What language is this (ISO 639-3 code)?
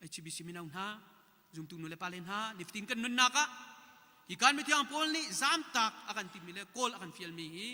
cnh